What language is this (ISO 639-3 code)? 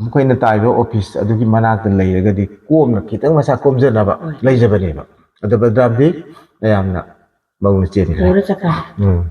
mni